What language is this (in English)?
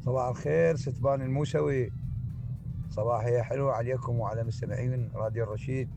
Mesopotamian Arabic